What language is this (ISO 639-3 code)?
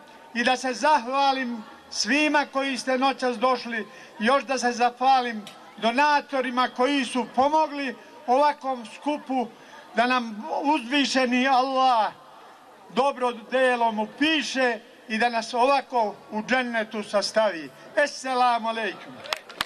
bos